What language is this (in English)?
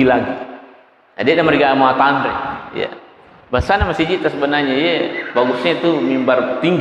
Buginese